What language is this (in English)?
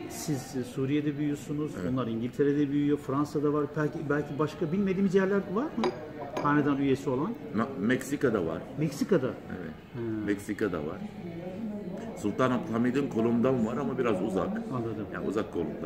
Turkish